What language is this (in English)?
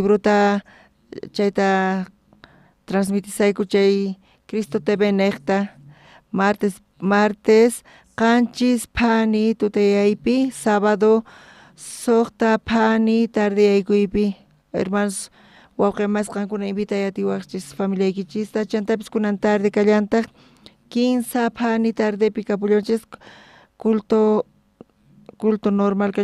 South Bolivian Quechua